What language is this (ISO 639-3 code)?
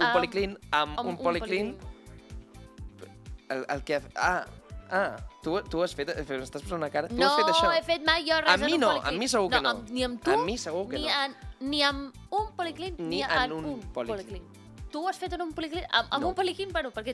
cat